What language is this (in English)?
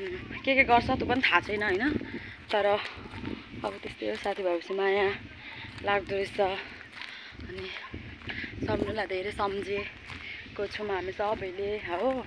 Nepali